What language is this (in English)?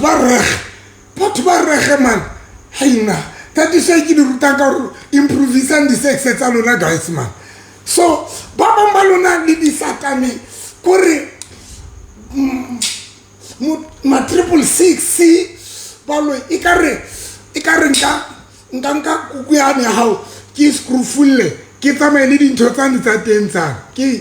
Southern Sotho